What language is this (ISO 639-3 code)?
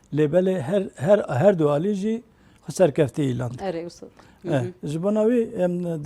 kur